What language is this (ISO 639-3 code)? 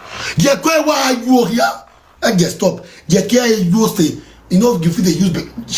pcm